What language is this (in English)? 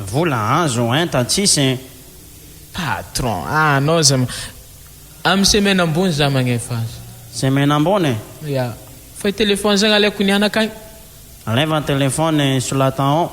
Malagasy